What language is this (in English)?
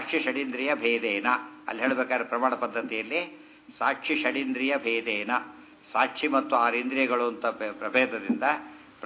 Kannada